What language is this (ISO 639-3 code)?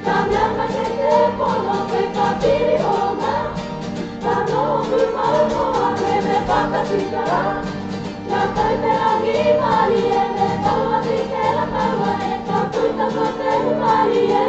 mri